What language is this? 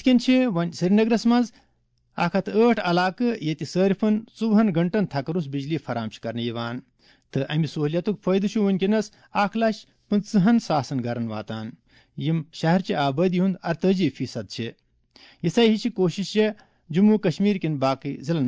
Kashmiri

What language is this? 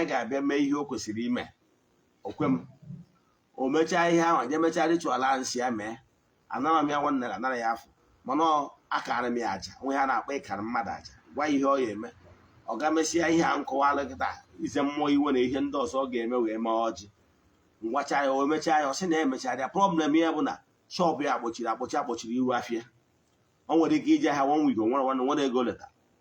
Igbo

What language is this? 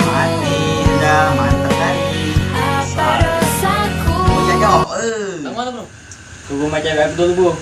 Musi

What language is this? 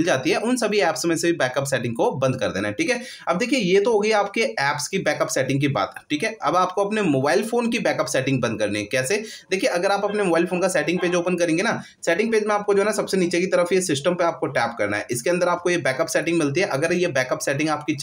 Hindi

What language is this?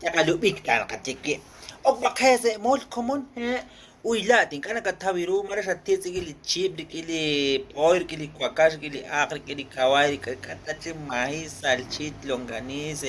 Kekchí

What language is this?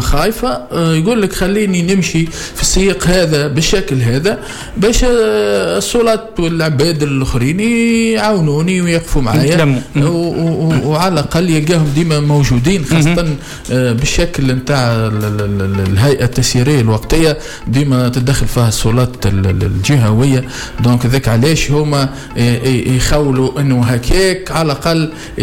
Tunisian Arabic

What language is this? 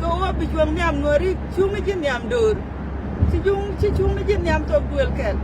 Nuer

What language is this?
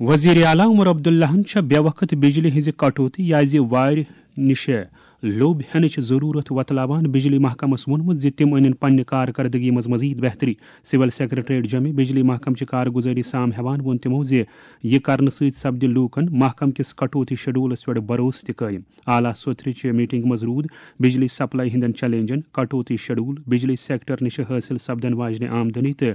Kashmiri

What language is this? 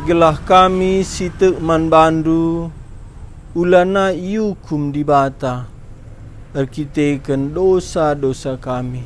Batak Karo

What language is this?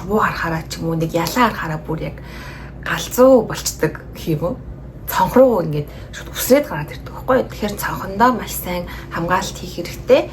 Mongolian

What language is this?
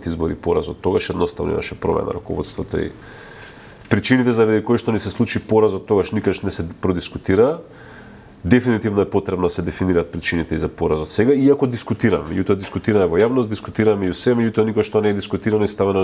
Macedonian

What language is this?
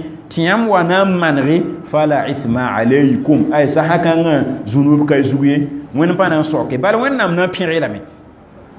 Mossi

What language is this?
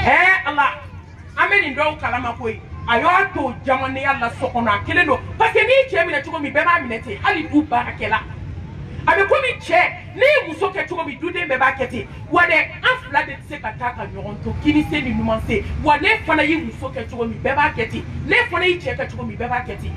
Bambara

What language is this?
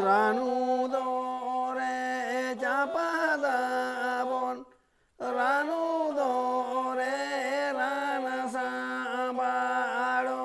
Santali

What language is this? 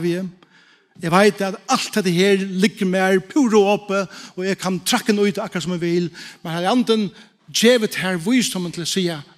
Faroese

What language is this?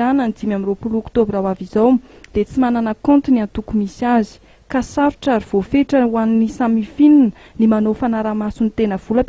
Malagasy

